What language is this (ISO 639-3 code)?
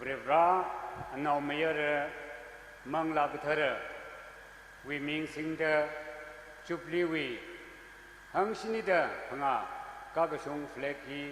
nmf